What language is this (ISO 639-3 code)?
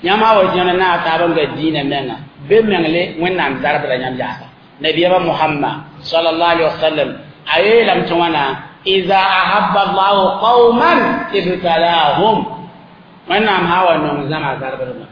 mos